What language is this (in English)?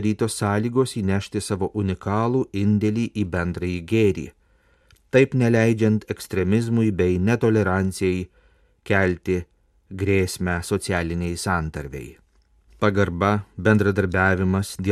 Lithuanian